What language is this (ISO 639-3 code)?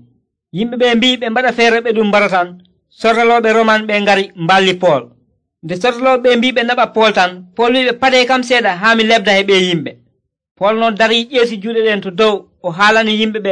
fuv